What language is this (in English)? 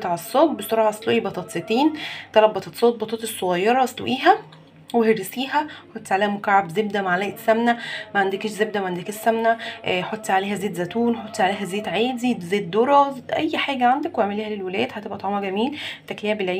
Egyptian Arabic